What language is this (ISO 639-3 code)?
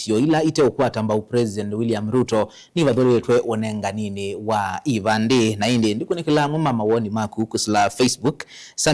kam